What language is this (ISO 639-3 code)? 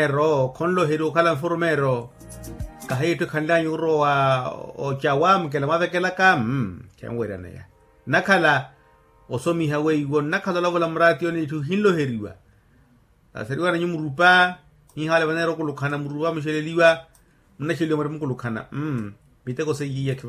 vmw